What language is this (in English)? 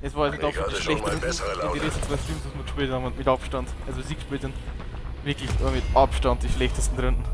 Bavarian